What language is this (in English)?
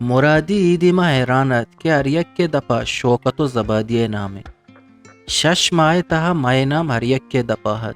Eastern Balochi